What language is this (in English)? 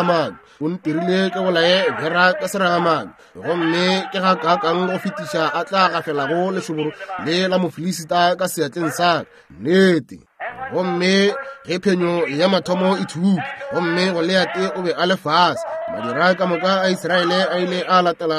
Northern Sotho